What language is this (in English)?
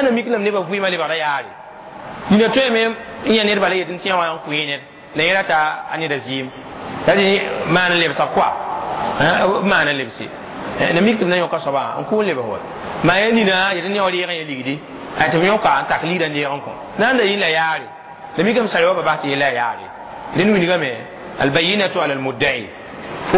Mossi